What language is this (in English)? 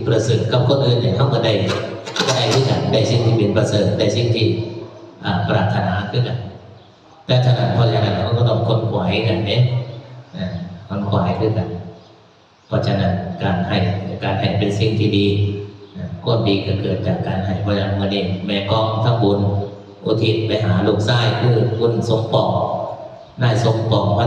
Northeastern Thai